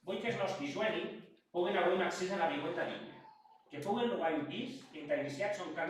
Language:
Occitan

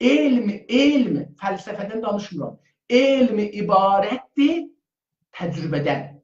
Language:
South Azerbaijani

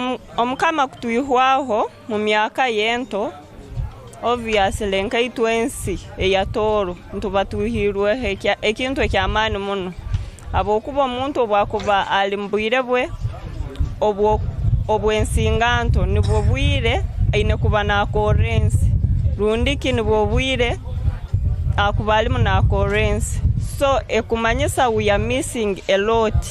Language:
Tooro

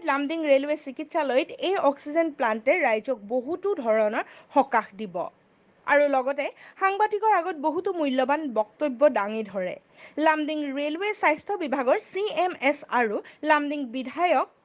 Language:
Assamese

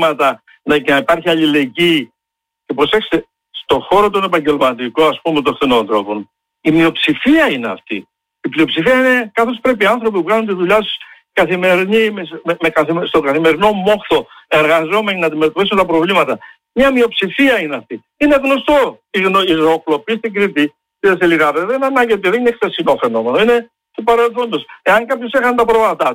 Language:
Greek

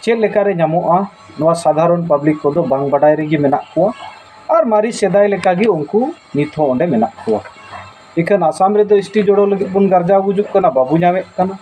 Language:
Santali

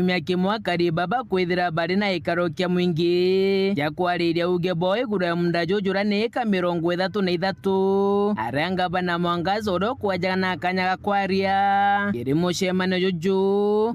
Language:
Meru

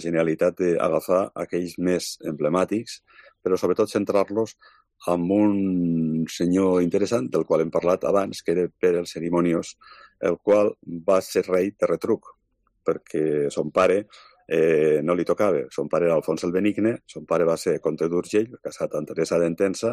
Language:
Catalan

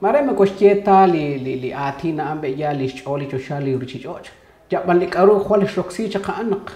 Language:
Kekchí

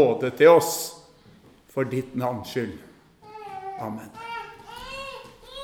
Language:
Norwegian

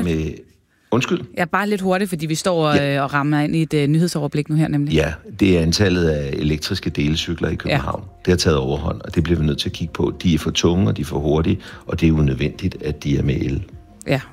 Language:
Danish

